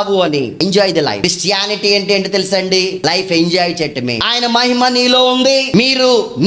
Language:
Telugu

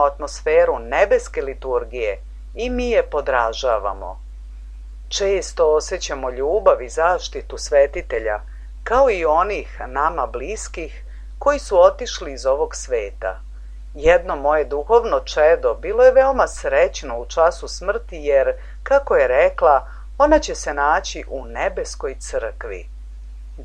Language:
Serbian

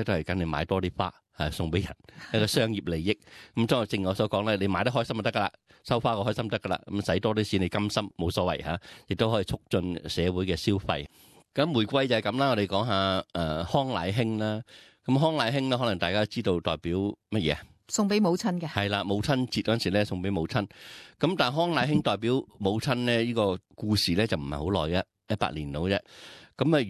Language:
Cantonese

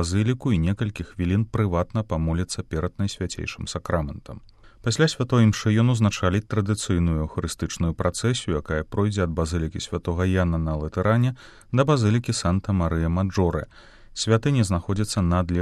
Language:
Belarusian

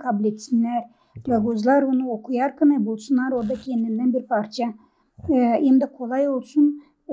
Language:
Gagauz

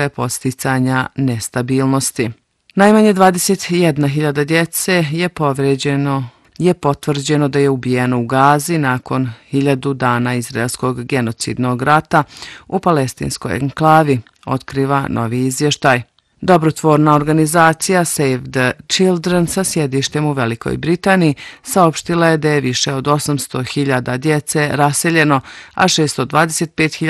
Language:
Bosnian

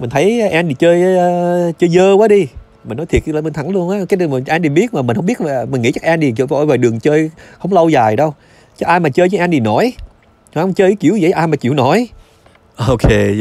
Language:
Vietnamese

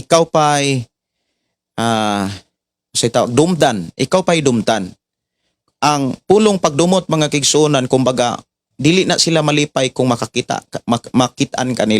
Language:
Cebuano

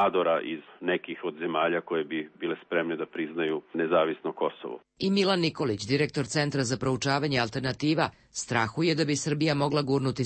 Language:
Serbian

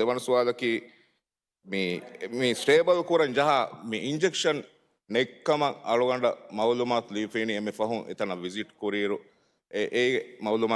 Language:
Divehi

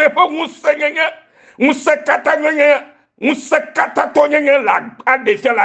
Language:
Ewe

